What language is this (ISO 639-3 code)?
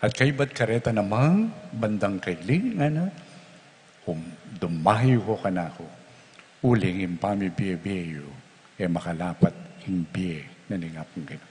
pam